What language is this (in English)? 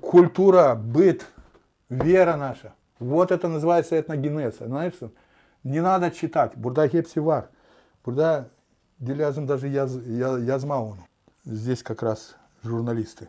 Gagauz